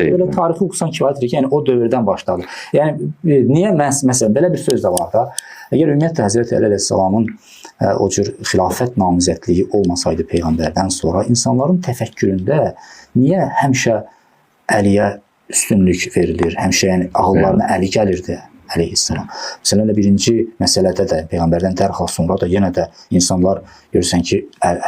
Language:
Azerbaijani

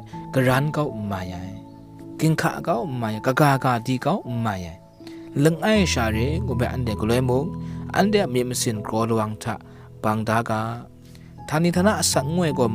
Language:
Kachin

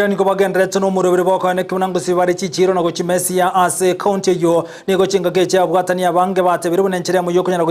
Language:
Gusii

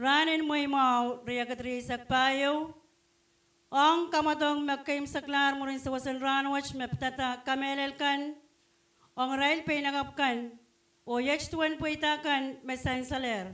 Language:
Pohnpeian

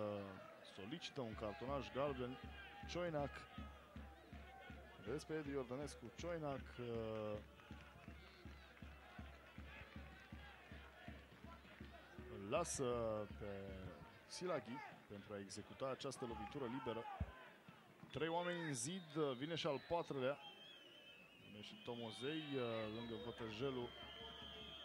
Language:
Romanian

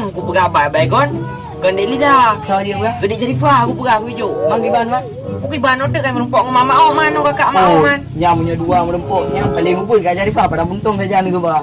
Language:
Achinese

